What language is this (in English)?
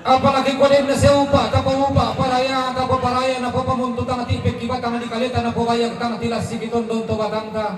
Toraja-Sa'dan